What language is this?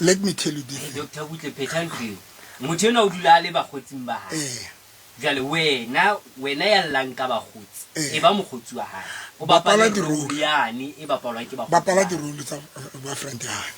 Southern Sotho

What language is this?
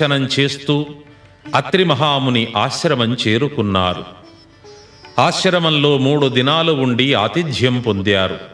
Telugu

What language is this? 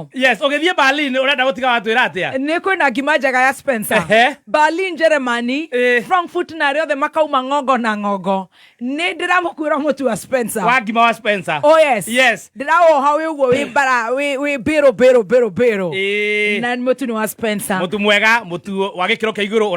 Kikuyu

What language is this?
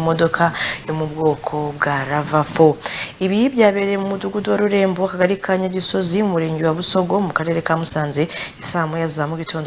Kinyarwanda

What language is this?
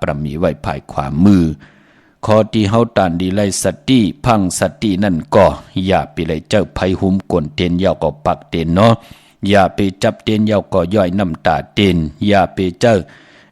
Shan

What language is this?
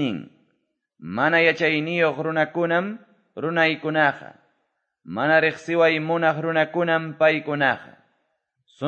Quechua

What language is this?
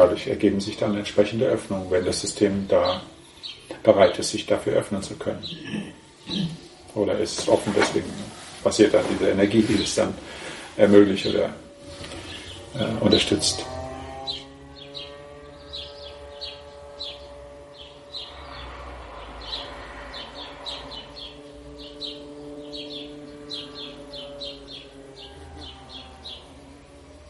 German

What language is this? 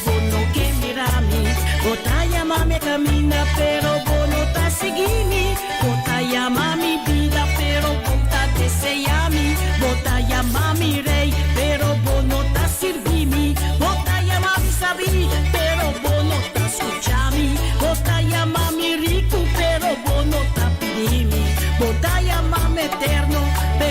Papiamento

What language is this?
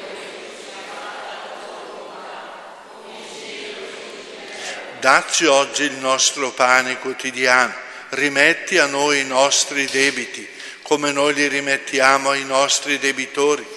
Italian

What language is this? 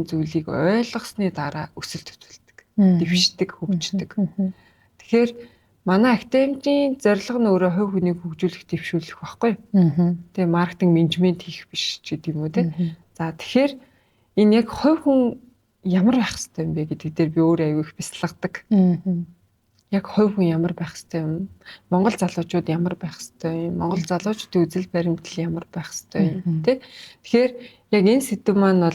Mongolian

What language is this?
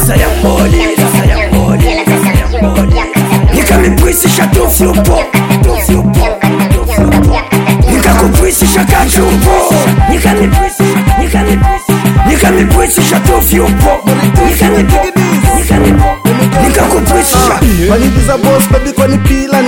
Swahili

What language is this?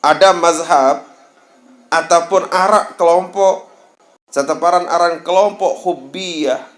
Sasak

